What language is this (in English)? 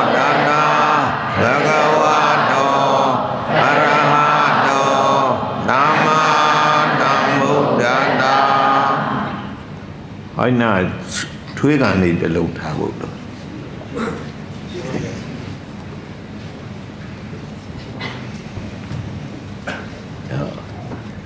Burmese